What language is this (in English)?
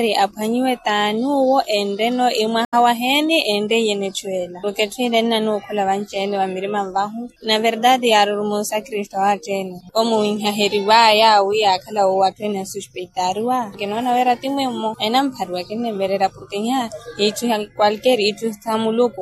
Makhuwa